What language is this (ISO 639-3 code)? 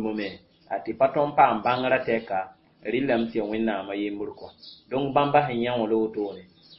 mos